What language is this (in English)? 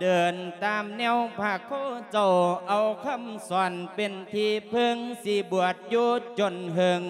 Lao